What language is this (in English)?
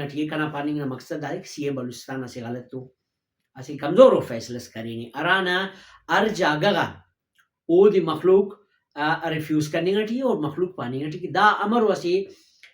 Brahui